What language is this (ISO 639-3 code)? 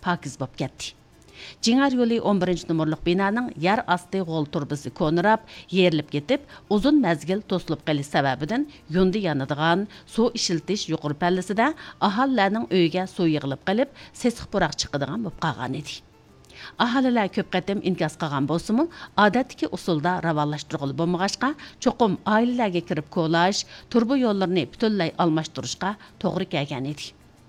uig